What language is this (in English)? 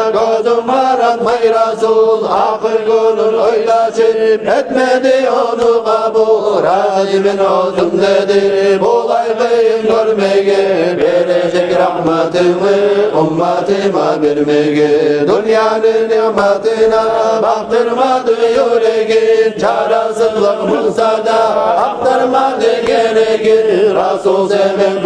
Kumyk